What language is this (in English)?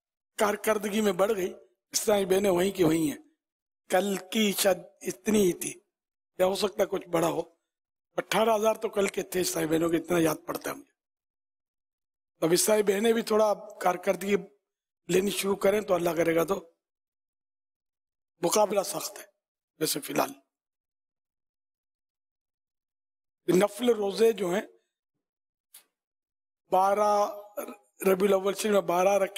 Urdu